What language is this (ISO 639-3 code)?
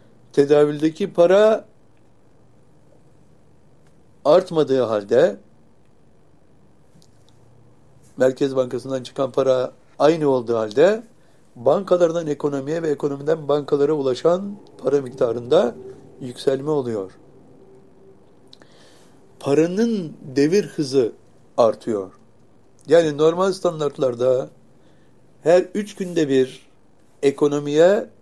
tur